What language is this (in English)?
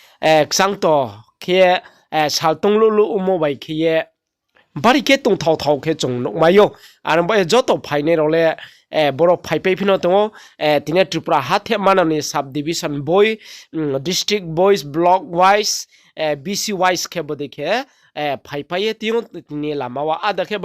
Riang (India)